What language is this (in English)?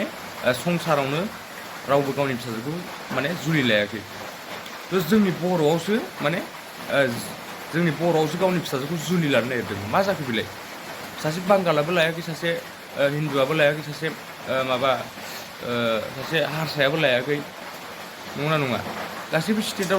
Bodo